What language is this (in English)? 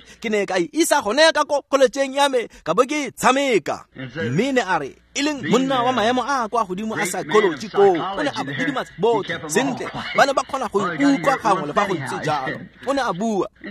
Tswana